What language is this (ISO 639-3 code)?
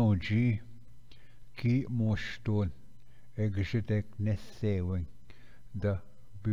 oji